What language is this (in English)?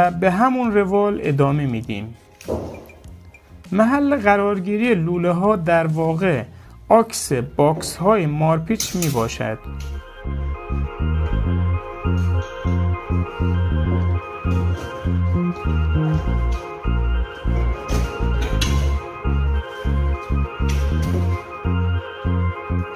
Persian